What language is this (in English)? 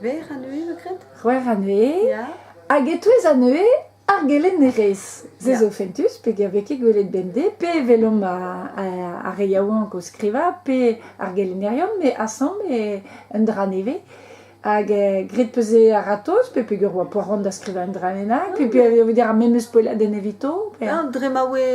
Breton